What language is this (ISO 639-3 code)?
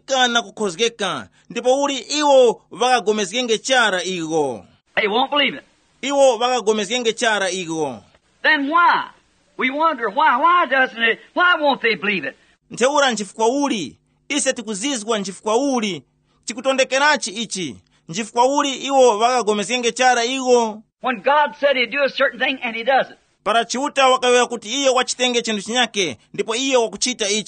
tum